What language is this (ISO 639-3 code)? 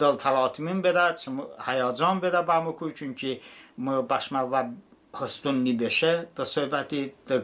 tly